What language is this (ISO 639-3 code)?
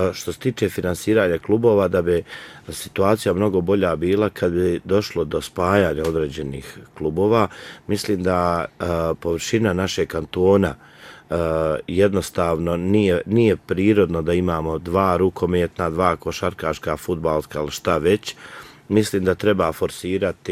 bos